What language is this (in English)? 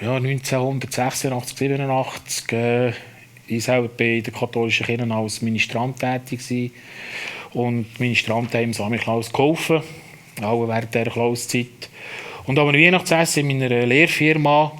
Swiss German